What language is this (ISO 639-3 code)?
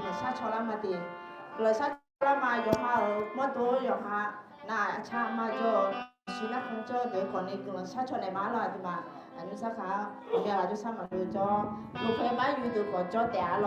ahk